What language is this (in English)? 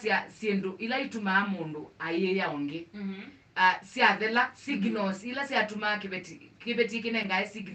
Kamba